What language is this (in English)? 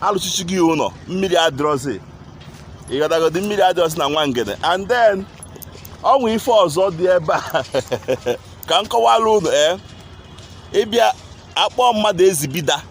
Igbo